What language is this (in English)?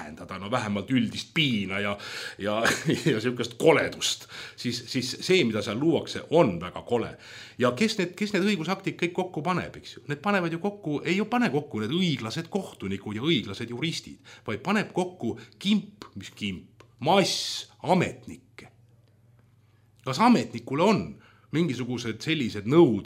Estonian